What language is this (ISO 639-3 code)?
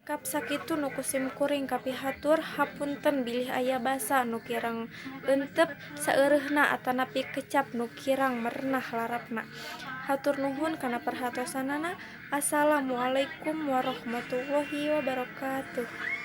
sun